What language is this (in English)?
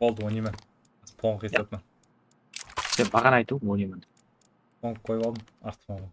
Kara-Kalpak